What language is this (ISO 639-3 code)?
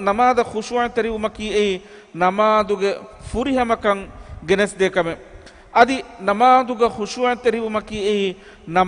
div